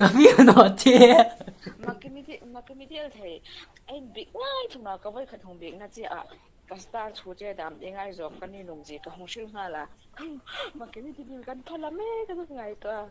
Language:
Hmar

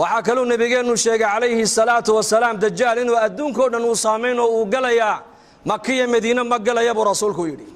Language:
Somali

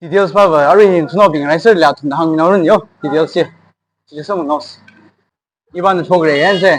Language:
Tangkhul Naga (India)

